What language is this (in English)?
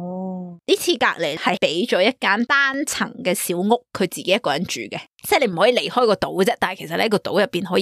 Cantonese